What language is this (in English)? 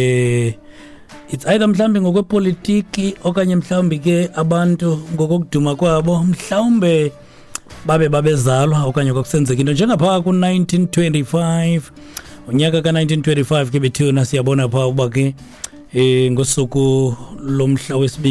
Xhosa